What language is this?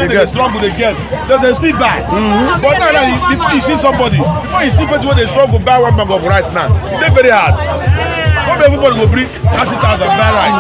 Nigerian Pidgin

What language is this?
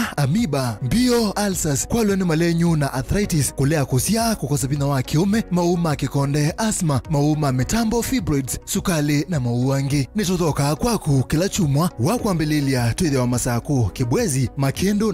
Kamba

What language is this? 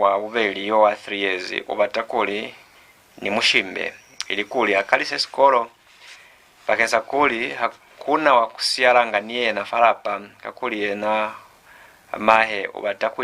Lozi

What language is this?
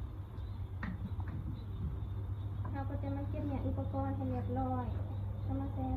Lao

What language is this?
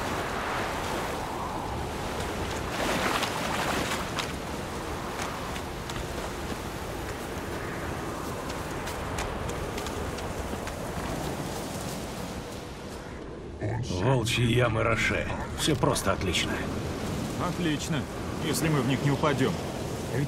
Russian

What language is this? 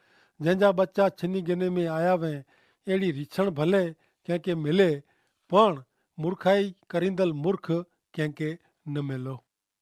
Kachhi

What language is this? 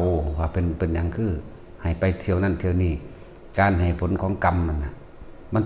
Northeastern Thai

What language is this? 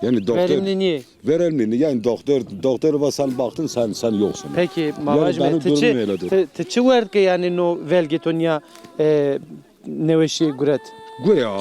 Zaza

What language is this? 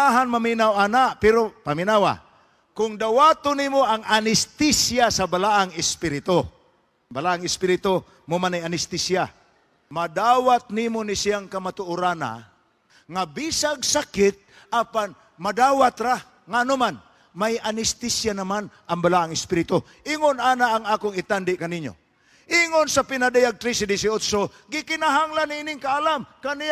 Cebuano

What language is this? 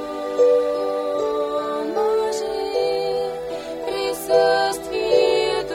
Bulgarian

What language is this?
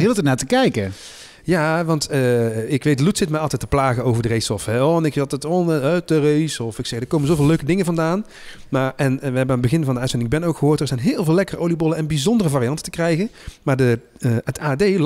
Dutch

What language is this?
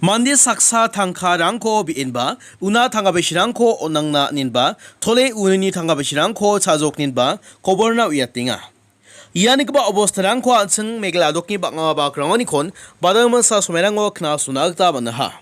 Garo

